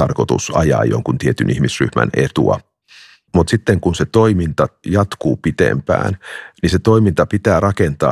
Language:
Finnish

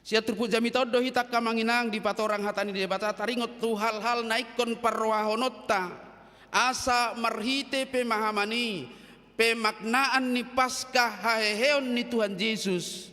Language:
Batak Toba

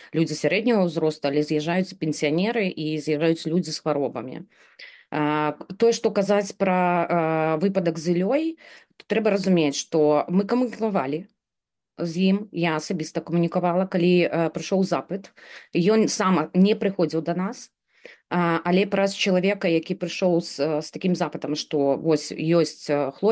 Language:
Belarusian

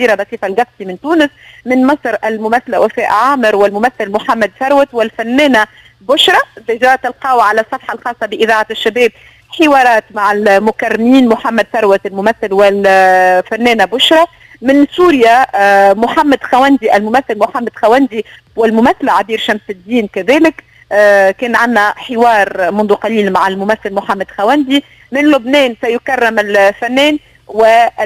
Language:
Tunisian Arabic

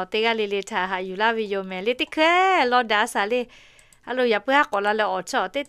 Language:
Lahu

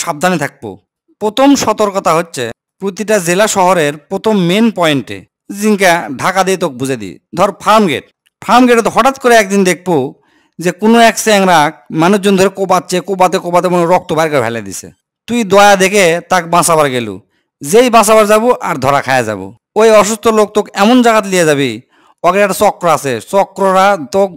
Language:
Bangla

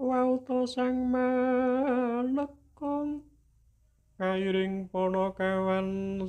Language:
Javanese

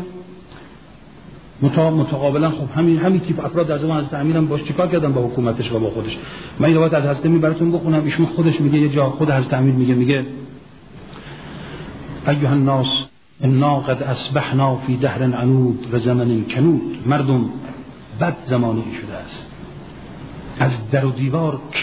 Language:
Persian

